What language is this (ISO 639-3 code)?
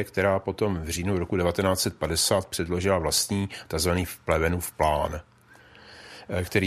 ces